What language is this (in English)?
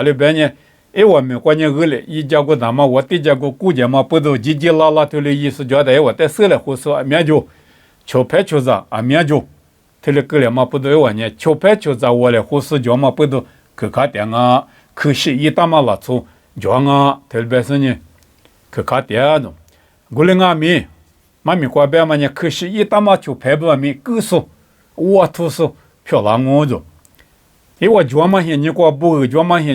Lisu